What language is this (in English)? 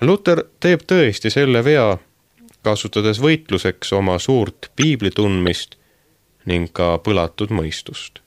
Estonian